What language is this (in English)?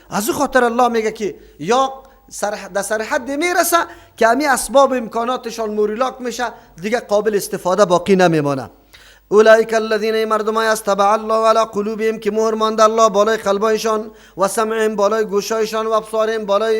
Persian